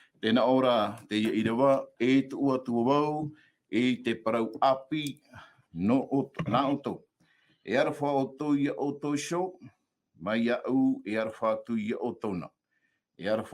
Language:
Tahitian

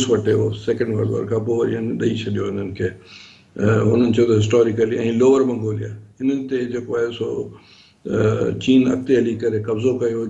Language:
Sindhi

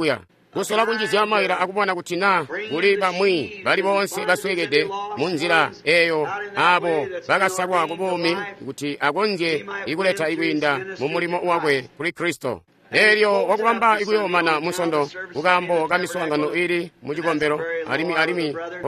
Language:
Tonga (Zambia)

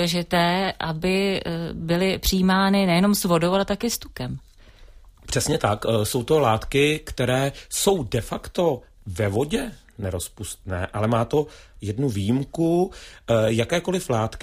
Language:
Czech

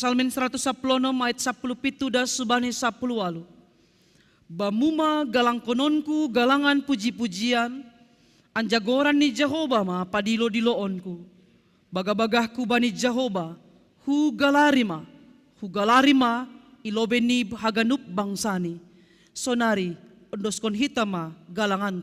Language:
Batak Simalungun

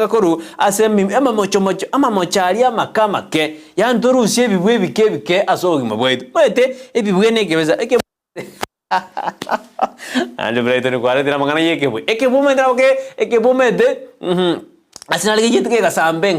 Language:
Gusii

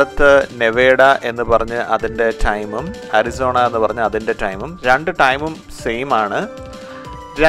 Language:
Malayalam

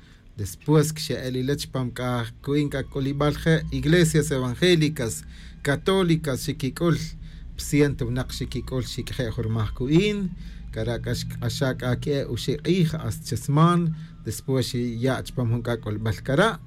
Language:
Tz'utujil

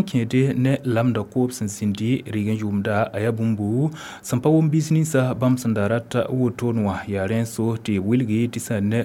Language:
Mossi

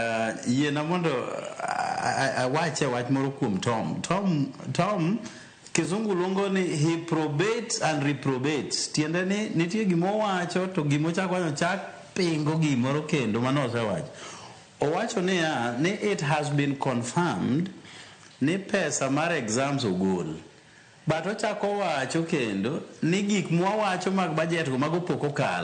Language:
Luo (Kenya and Tanzania)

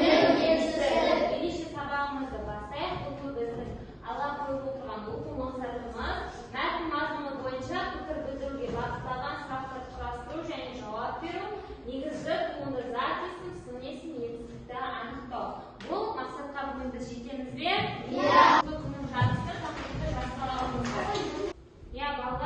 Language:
Kazakh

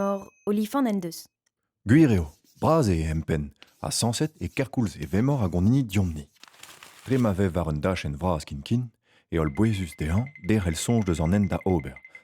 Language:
Breton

